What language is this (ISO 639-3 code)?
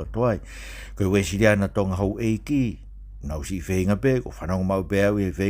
ton